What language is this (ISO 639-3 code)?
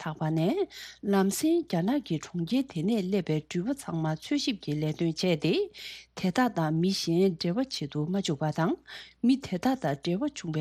bod